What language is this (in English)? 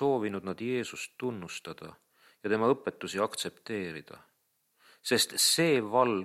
Estonian